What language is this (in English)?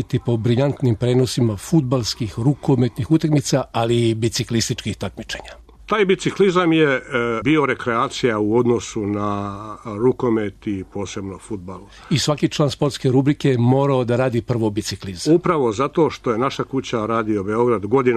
Serbian